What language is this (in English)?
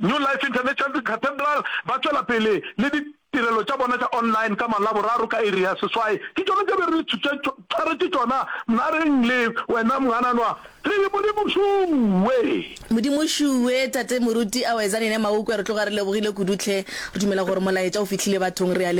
Northern Sotho